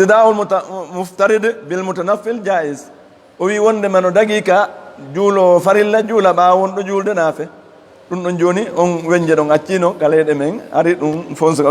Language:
Fula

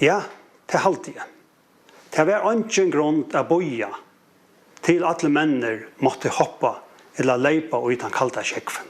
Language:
Faroese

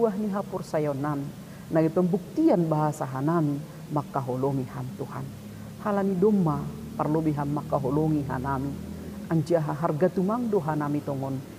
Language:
Batak Simalungun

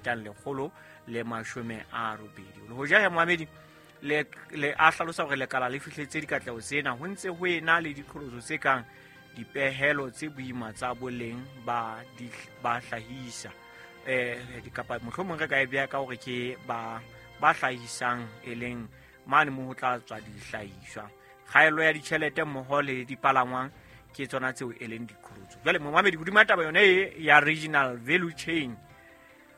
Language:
Southern Sotho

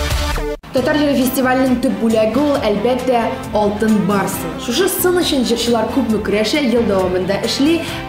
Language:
Tatar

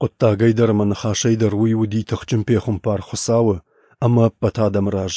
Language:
Ossetic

